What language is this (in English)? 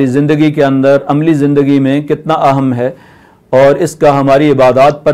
Urdu